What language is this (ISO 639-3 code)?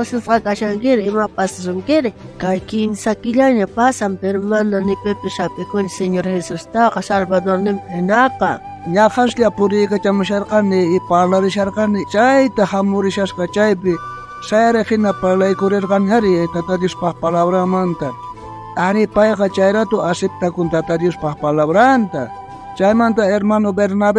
quh